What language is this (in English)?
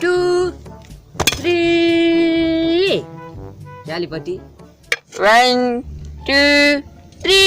Baluchi